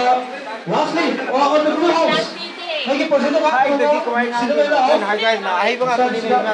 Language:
Manipuri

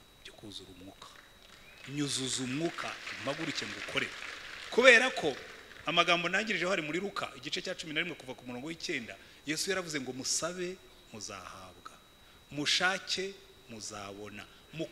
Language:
Kinyarwanda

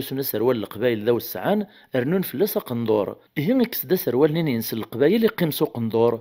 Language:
Kabyle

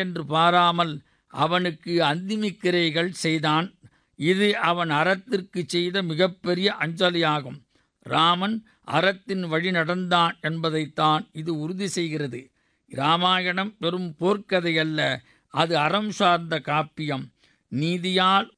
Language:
Tamil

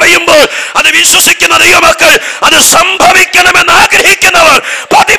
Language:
Malayalam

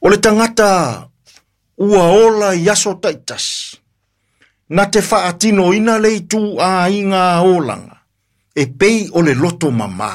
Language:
Samoan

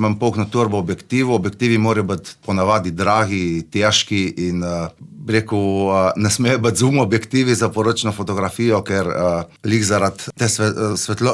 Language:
Slovenian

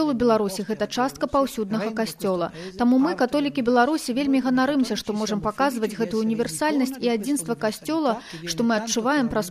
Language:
Belarusian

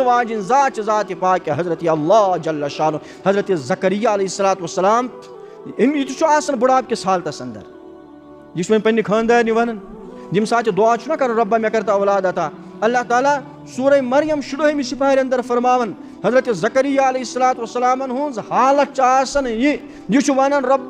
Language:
Kashmiri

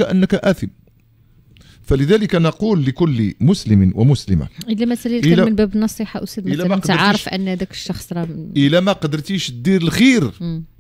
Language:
Moroccan Arabic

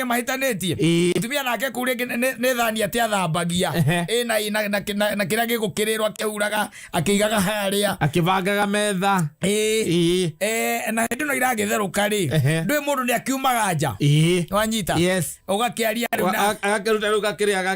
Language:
Kikuyu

